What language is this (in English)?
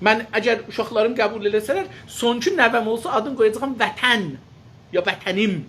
South Azerbaijani